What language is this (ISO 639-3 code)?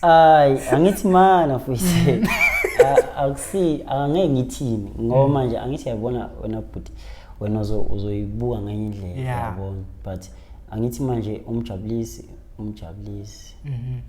zul